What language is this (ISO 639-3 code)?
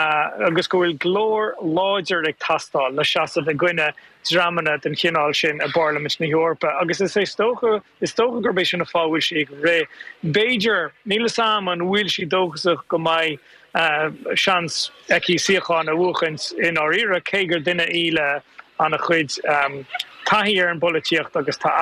gle